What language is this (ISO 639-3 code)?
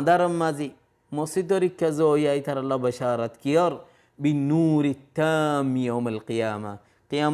rhg